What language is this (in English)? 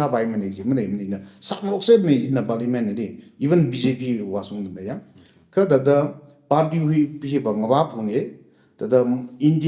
Tangkhul Naga (India)